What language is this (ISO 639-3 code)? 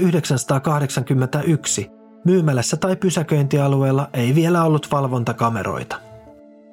fin